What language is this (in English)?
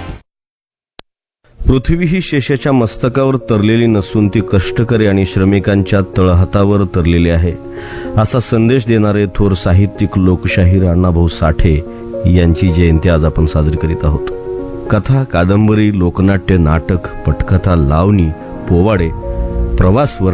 Marathi